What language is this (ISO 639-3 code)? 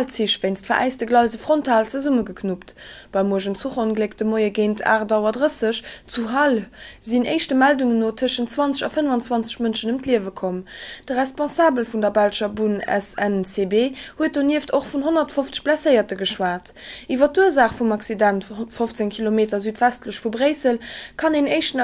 ltz